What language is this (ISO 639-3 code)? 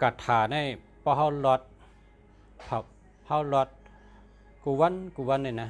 shn